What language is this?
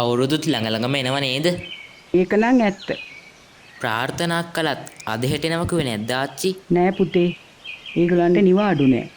Sinhala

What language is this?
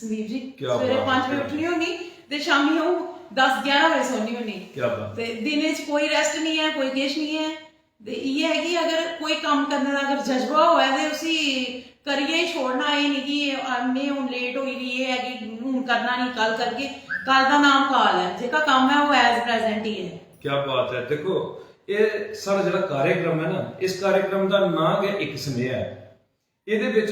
Dogri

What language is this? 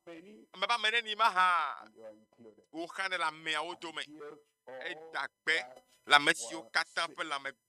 Ewe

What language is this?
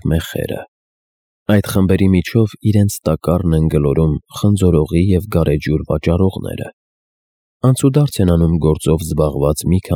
Armenian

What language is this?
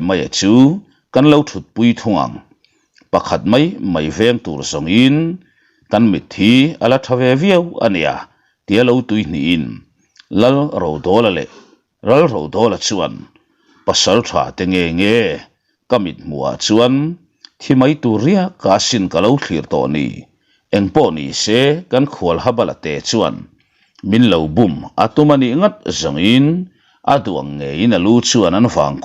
Mizo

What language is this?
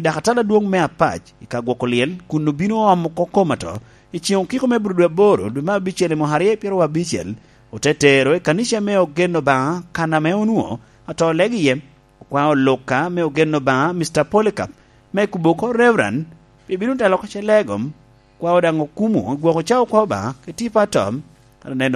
Lango (Uganda)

